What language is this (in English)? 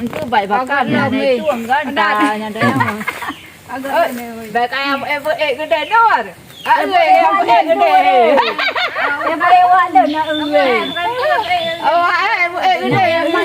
Achinese